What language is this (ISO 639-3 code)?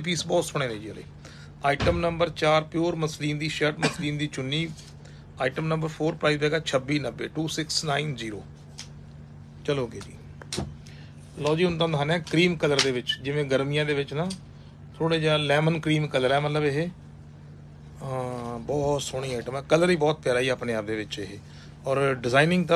pan